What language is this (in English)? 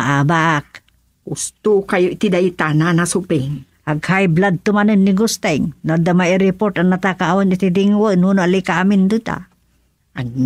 Iloko